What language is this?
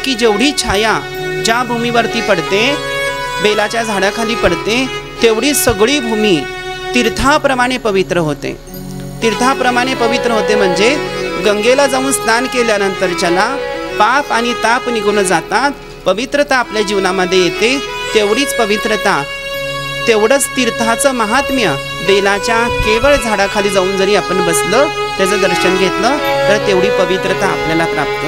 Marathi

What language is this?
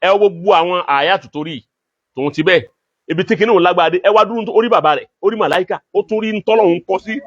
Yoruba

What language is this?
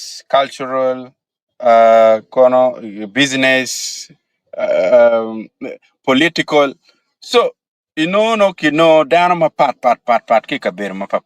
Acoli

